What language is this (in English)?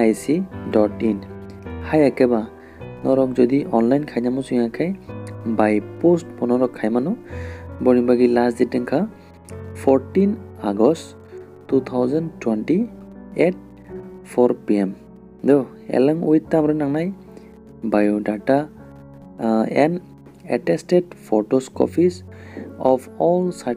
Kok Borok